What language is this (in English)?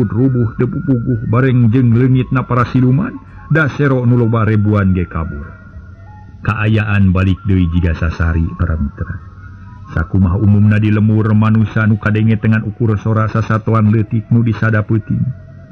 Sundanese